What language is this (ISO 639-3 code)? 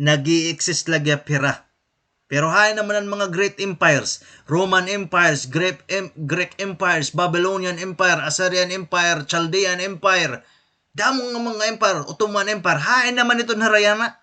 war